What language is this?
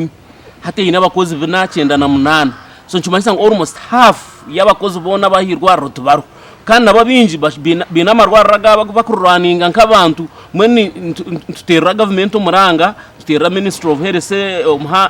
Nyankole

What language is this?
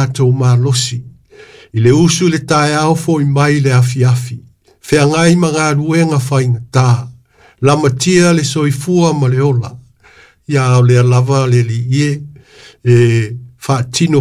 Samoan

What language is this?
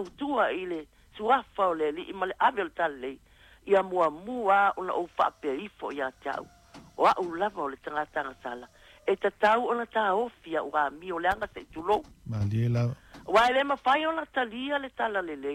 Samoan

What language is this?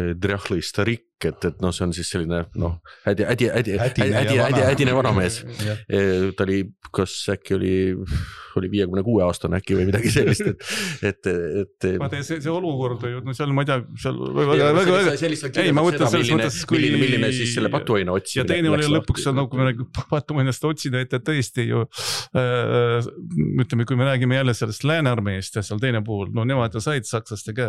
Estonian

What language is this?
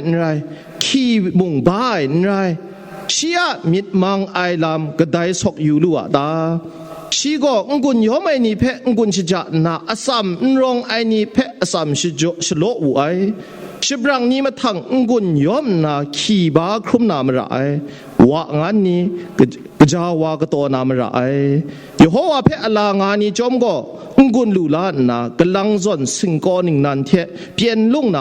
Kachin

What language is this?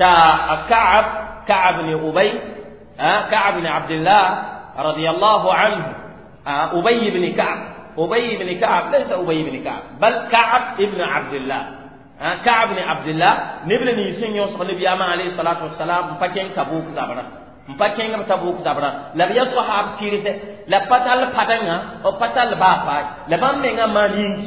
Mossi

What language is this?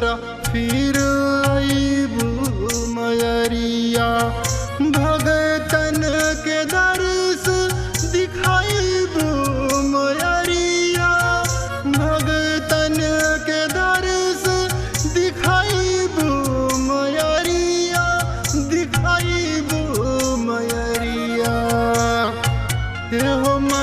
Bhojpuri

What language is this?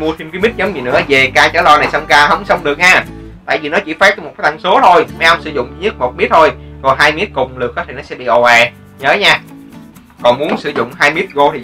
Vietnamese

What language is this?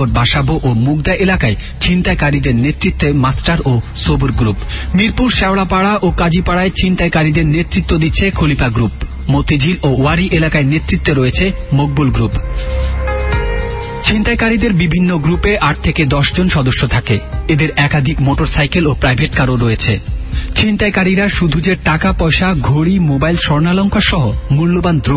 Bangla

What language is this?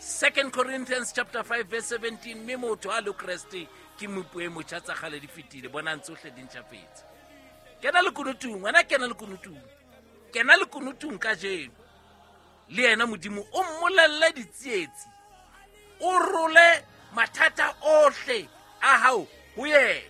Southern Sotho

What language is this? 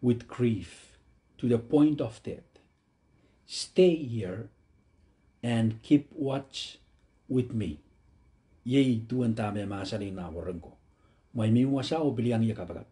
Pohnpeian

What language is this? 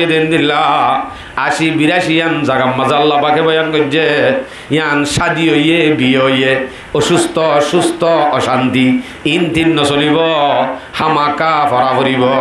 Rohingya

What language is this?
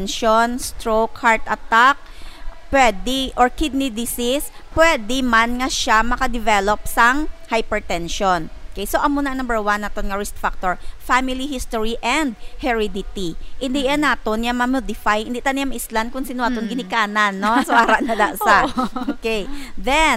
Hiligaynon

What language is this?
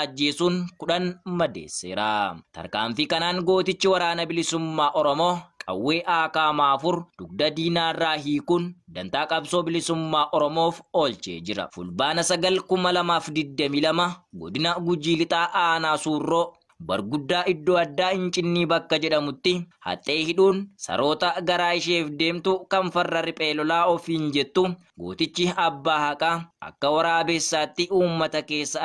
Oromo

